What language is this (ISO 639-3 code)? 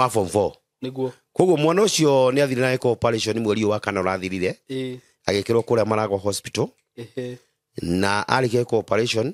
kik